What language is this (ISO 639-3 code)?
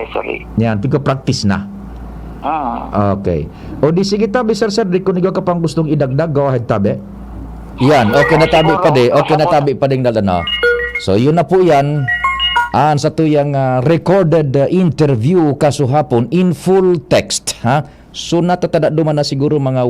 bik